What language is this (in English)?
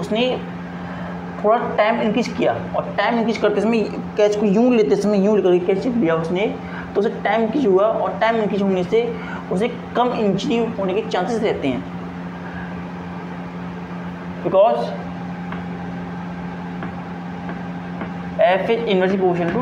Hindi